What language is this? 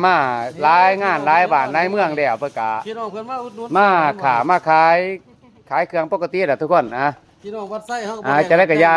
Lao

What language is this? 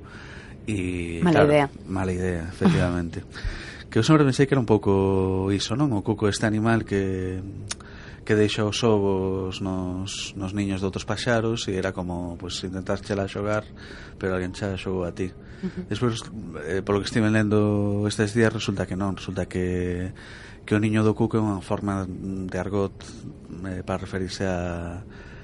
Galician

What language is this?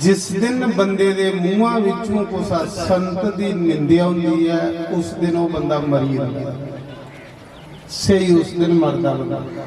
Dogri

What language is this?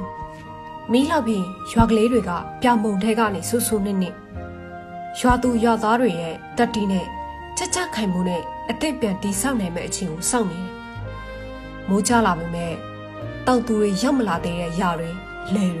Burmese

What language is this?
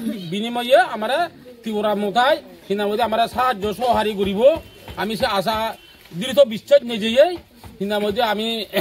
Kok Borok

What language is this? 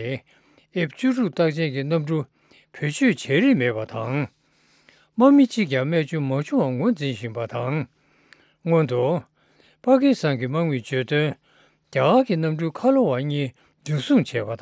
Tibetan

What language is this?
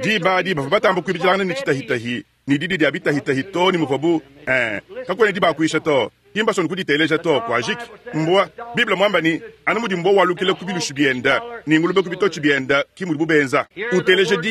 Luba-Lulua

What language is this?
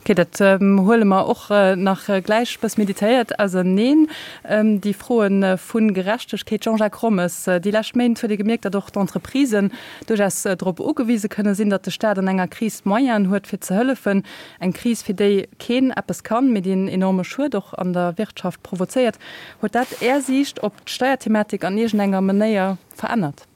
Luxembourgish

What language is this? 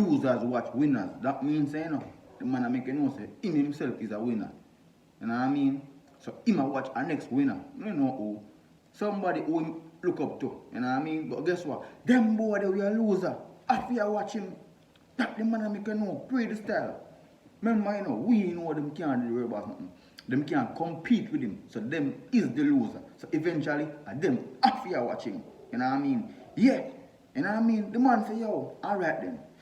Jamaican Creole English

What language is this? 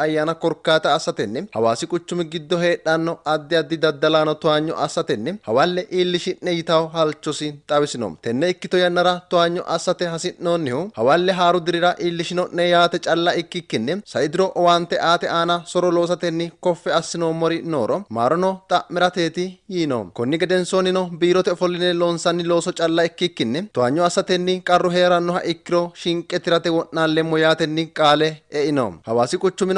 Sidamo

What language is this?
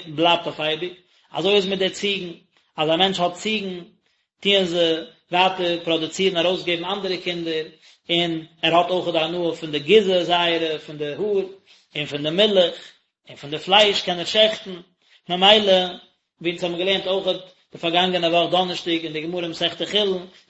Yiddish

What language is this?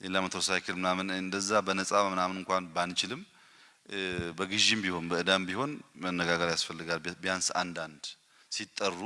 Amharic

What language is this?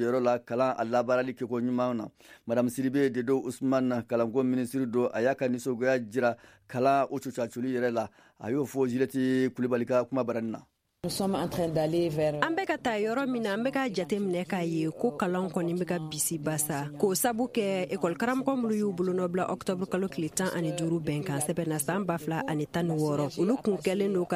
Bambara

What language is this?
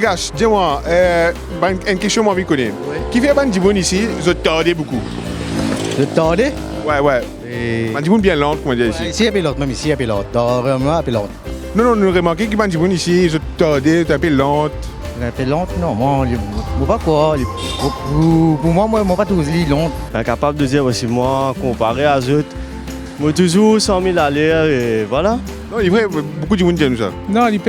Morisyen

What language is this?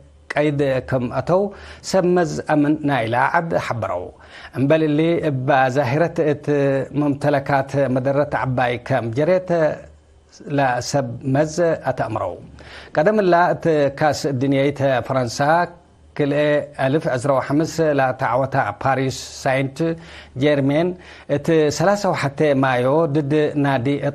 Tigre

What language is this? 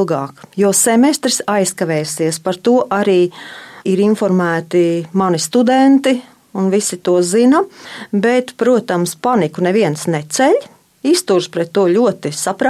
Latvian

